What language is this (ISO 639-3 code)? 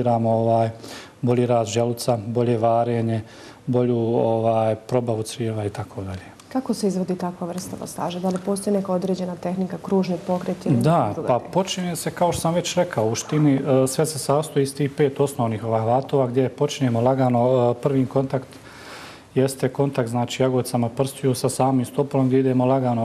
bos